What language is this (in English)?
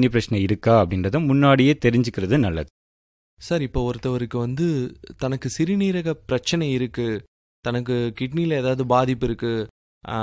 Tamil